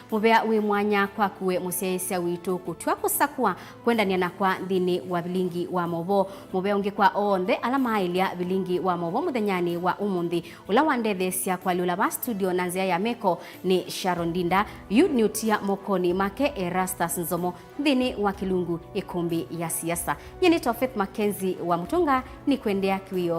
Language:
Kamba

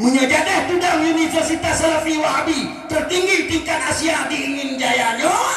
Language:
Achinese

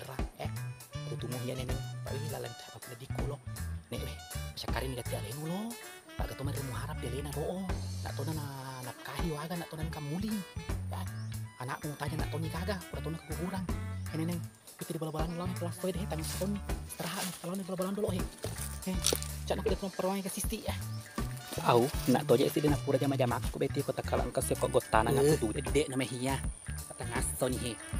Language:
Buginese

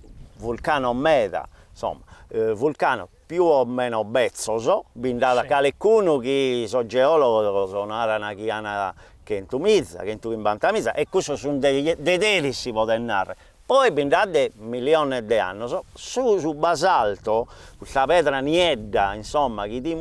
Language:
Sardinian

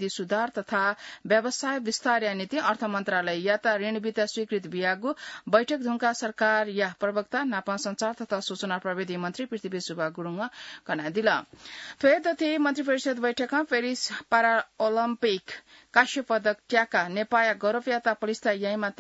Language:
Newari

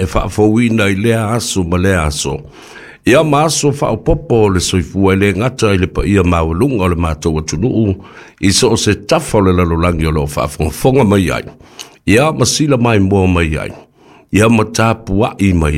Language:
Samoan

